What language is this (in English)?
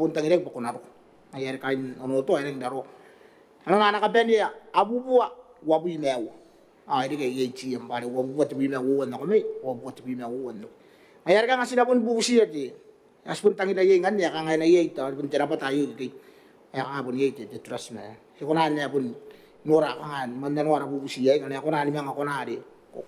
Gilbertese